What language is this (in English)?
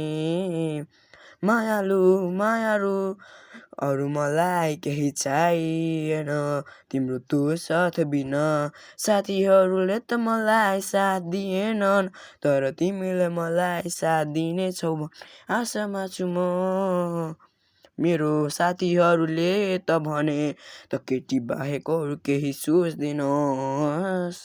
Nepali